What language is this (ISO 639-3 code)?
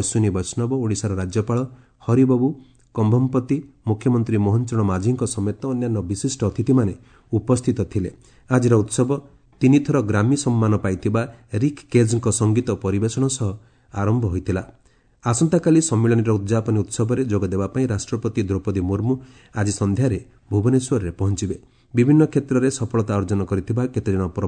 ori